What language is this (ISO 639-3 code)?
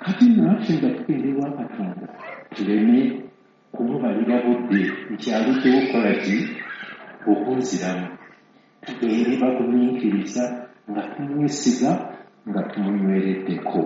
lug